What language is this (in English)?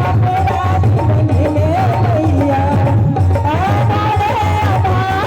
Maithili